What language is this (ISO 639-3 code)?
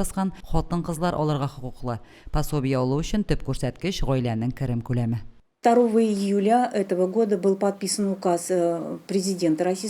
tat